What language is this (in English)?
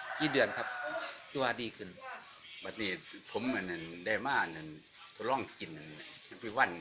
Northeastern Thai